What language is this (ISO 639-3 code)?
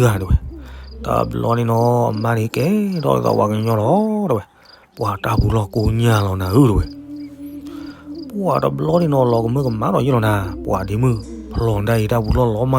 ksw